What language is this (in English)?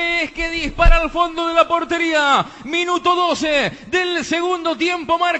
Spanish